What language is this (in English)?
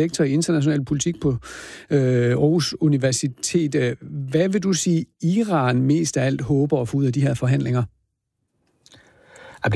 Danish